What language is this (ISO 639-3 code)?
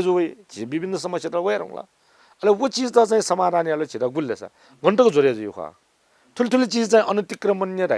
new